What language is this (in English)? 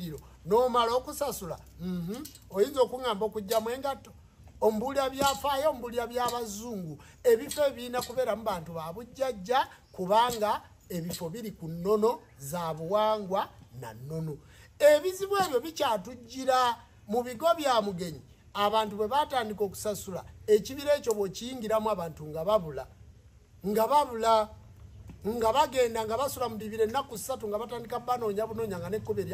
Ganda